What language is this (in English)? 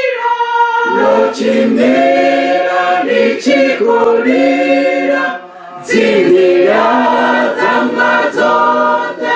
Venda